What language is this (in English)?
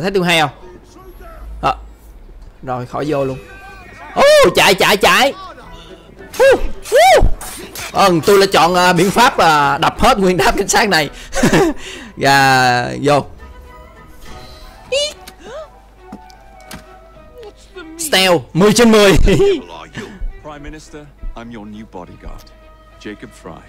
Vietnamese